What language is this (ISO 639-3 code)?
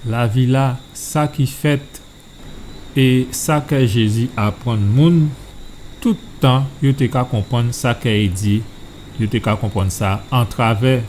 gcf